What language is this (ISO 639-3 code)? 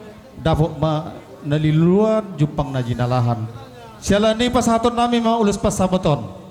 bbc